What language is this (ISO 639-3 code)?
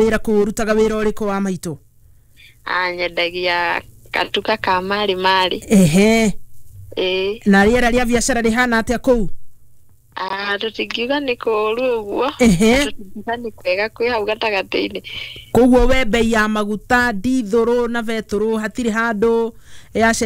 kik